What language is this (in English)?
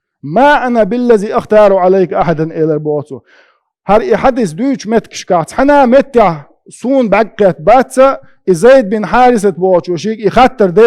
Chechen